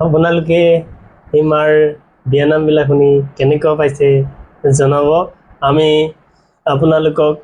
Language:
Assamese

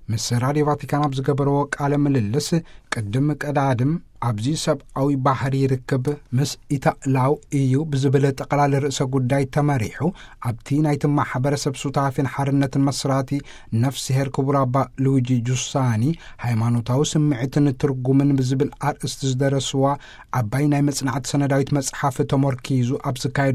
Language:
Tigrinya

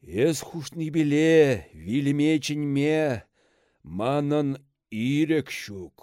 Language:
Chuvash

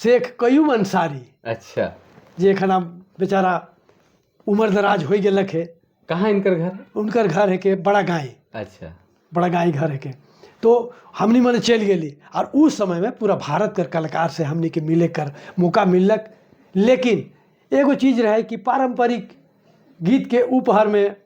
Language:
Sadri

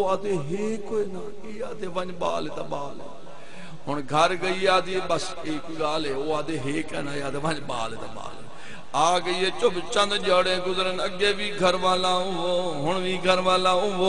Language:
Saraiki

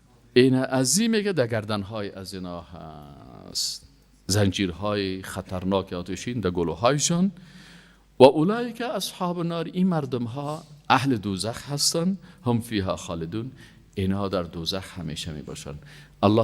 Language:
Persian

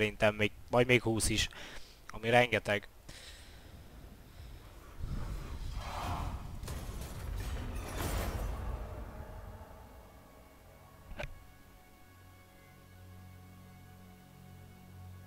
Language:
Hungarian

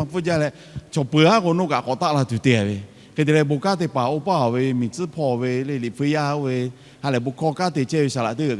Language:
Lahu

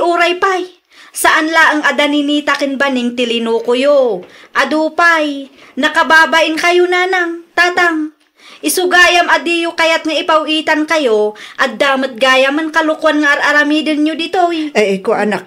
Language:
Iloko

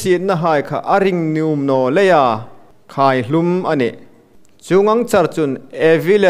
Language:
Hmar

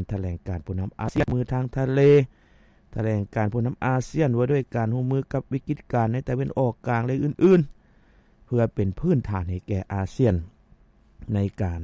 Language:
Lao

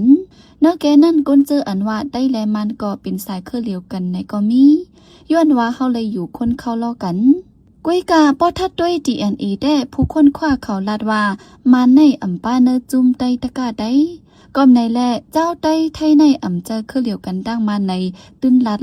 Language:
Shan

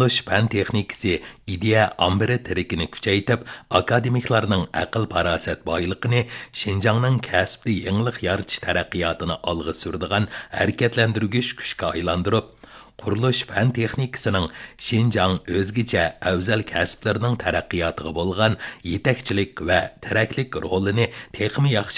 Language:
Uyghur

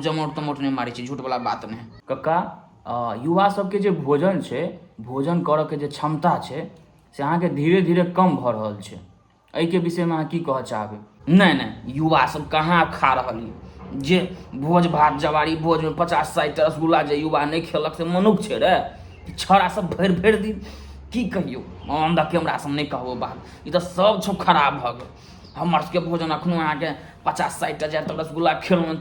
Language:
Maithili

